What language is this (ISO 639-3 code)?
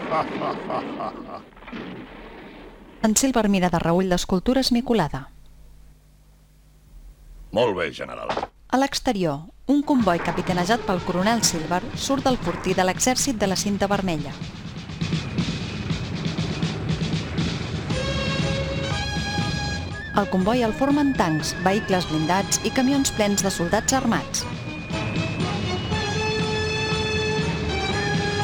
cat